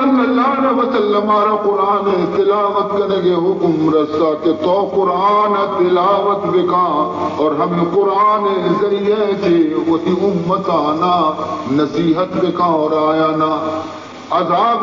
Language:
Baluchi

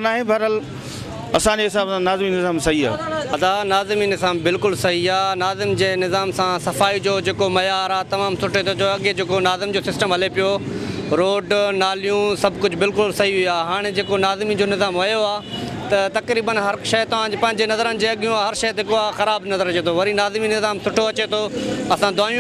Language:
Sindhi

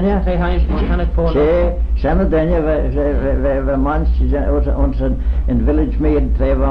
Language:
Manx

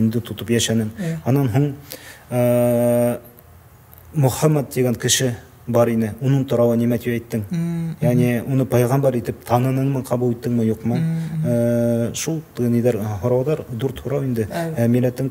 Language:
Bashkir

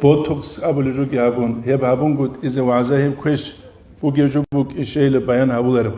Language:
Avaric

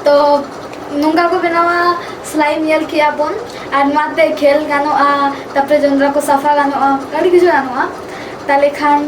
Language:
Santali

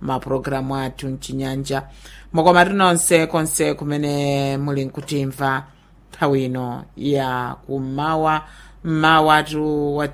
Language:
Nyanja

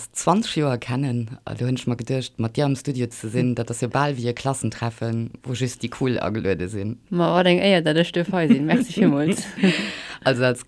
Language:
Luxembourgish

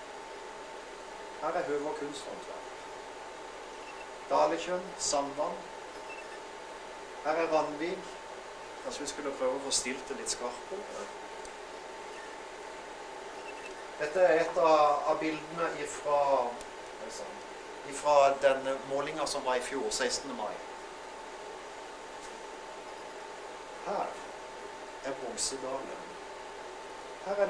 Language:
Norwegian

